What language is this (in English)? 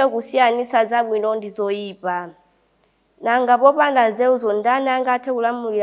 Nyanja